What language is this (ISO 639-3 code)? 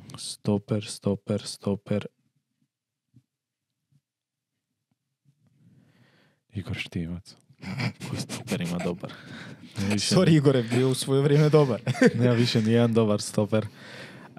hrv